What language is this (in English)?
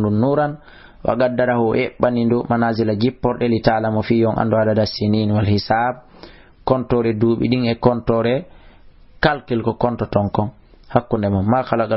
Fula